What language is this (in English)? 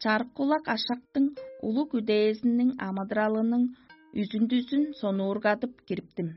Tuvinian